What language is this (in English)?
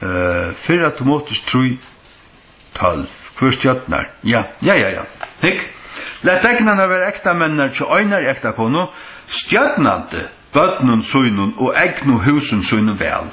Faroese